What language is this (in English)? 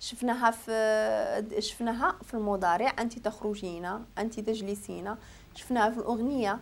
Moroccan Arabic